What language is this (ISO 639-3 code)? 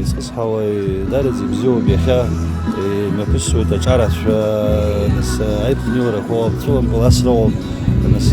abk